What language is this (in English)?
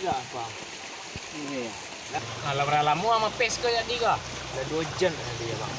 Minangkabau